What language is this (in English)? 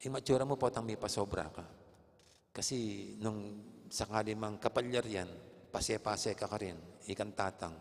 Pampanga